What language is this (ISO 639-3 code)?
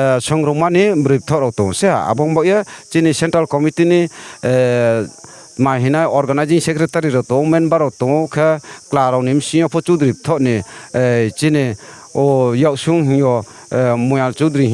ria